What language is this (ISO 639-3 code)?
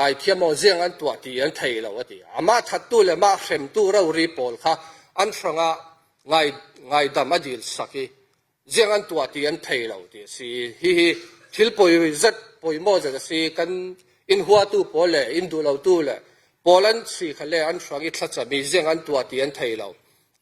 cfm